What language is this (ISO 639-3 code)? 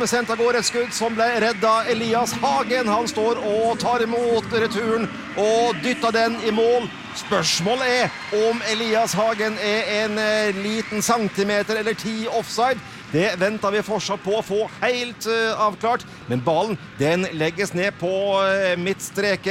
nor